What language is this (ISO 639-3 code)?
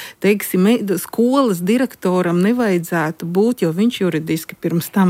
lav